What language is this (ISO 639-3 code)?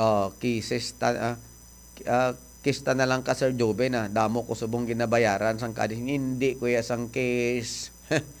hil